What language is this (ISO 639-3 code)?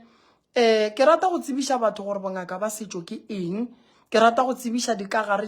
nso